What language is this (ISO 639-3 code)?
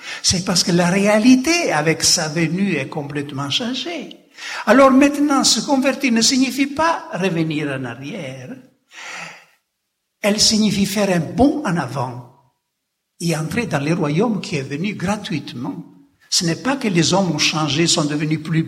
fra